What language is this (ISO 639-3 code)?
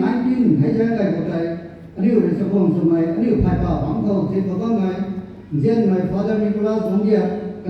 nbu